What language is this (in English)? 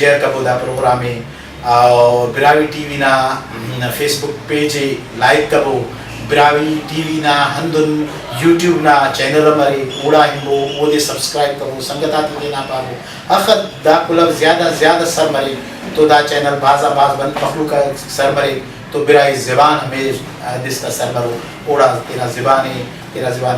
Brahui